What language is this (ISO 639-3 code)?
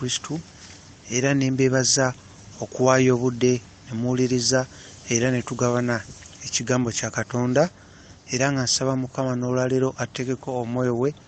lug